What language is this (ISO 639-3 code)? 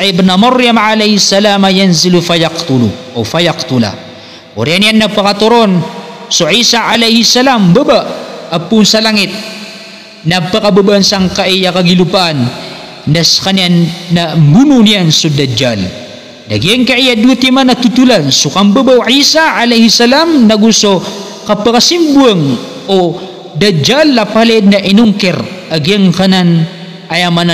mrw